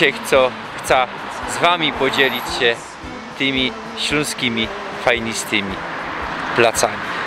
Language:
Silesian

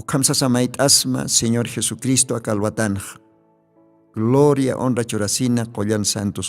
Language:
Aymara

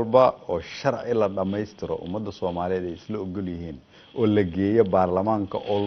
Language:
Somali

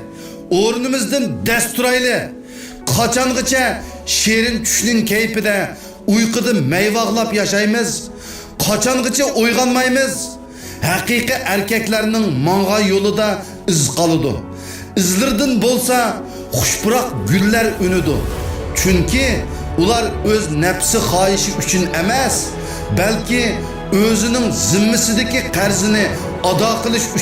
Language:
Uyghur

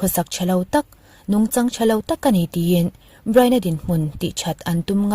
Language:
Mizo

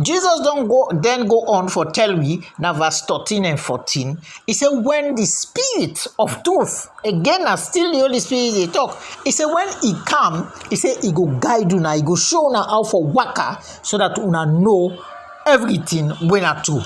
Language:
Krio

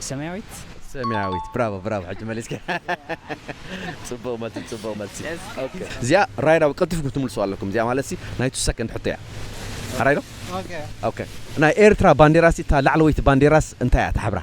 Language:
Tigrinya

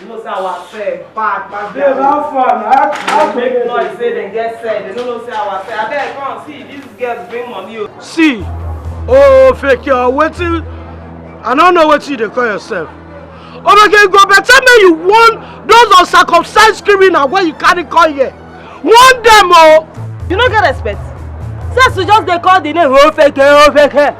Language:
Nigerian Pidgin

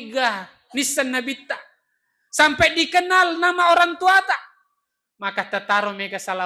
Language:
Buginese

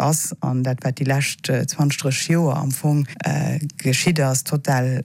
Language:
Luxembourgish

